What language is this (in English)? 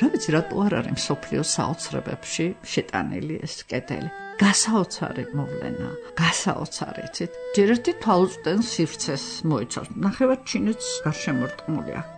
Georgian